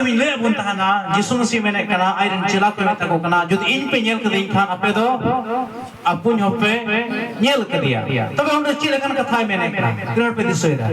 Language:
Santali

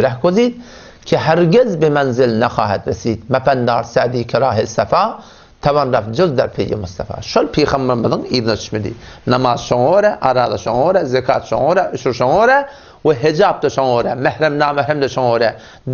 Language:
Turkmen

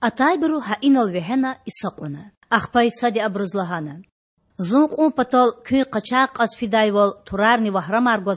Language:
Lezghian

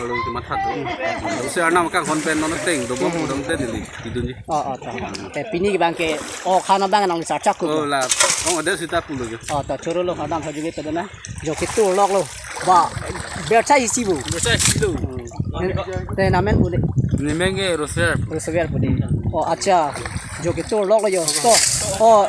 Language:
Karbi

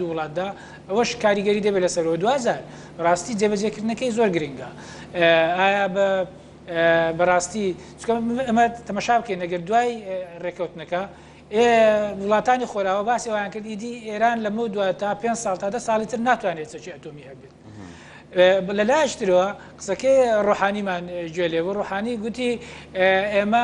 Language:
Central Kurdish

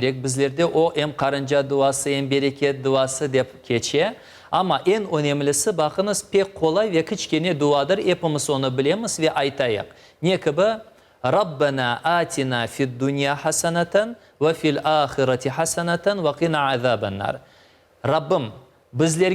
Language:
Crimean Tatar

